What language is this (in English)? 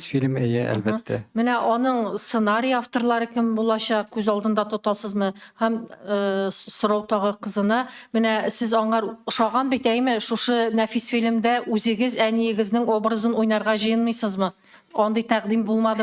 Tatar